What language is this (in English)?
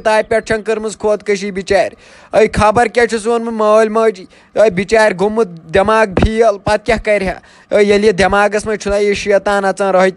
Kashmiri